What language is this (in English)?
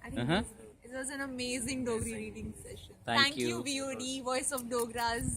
Dogri